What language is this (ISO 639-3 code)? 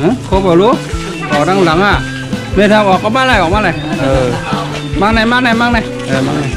shn